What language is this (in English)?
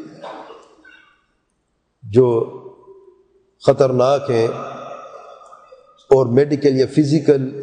Urdu